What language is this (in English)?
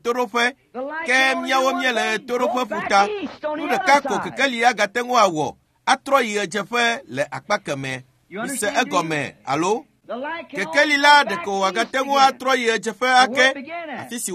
Ewe